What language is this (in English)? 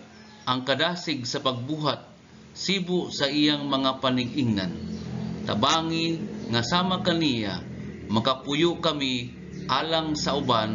Cebuano